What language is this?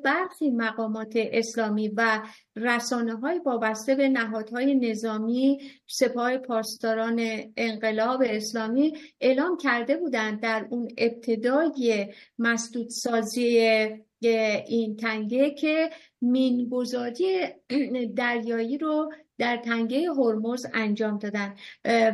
Persian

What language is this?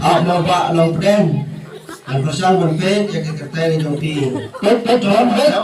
Khasi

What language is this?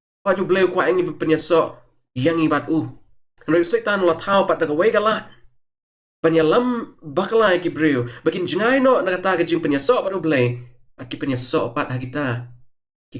Khasi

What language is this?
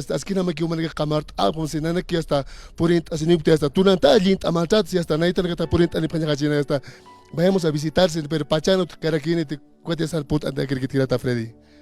Aymara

